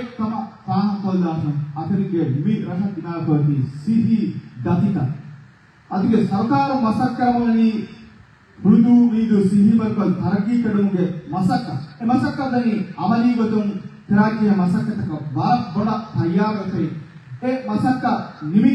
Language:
Divehi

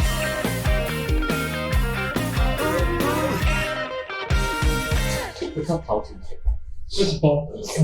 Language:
Min Nan Chinese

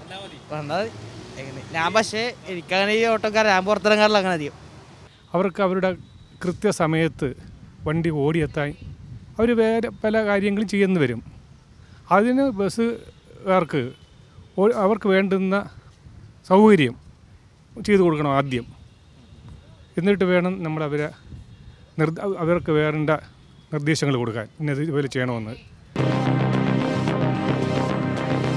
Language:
Malayalam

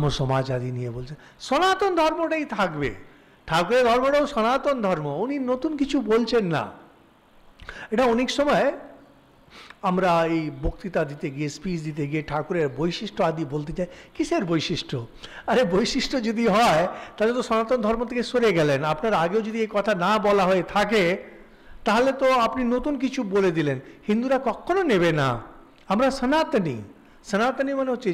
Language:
Bangla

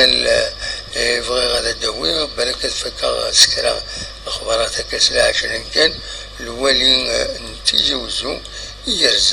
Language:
Kabyle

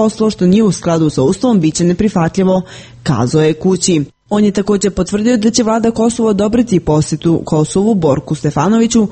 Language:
Serbian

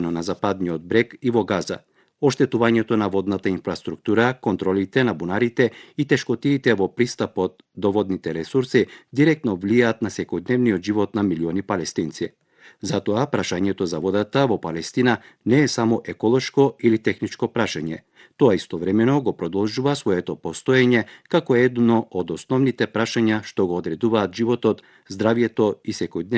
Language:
Macedonian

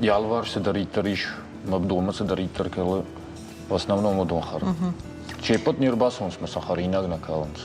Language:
Ossetic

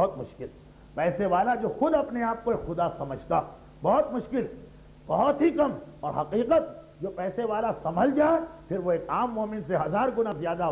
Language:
Urdu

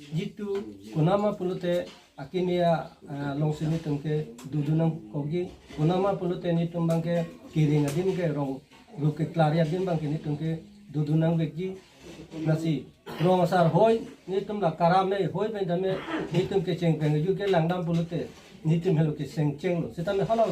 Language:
Karbi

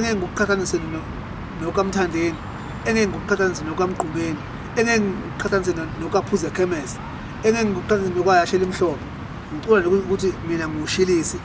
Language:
Zulu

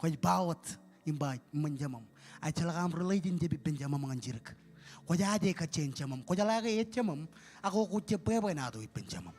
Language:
Marshallese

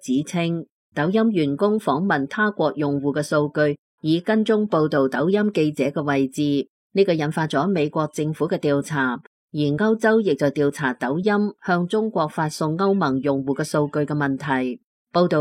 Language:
Cantonese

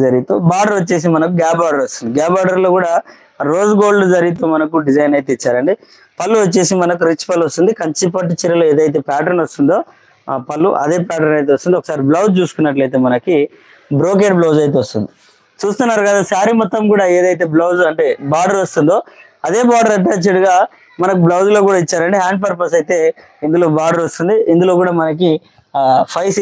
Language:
Telugu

